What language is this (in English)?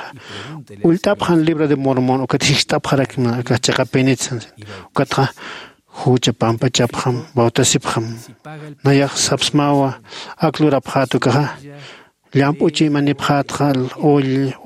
Aymara